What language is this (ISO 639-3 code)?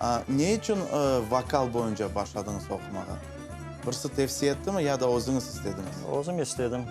crh